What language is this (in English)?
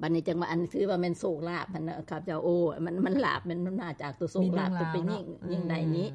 Lao